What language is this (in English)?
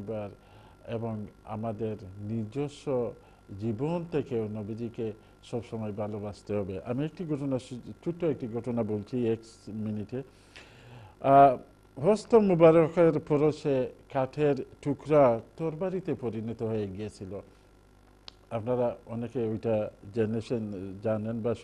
Bangla